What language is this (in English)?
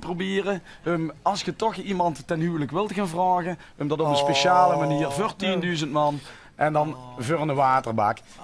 Limburgish